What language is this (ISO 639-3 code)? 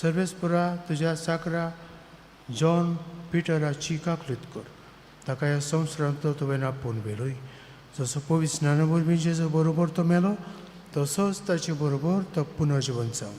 kok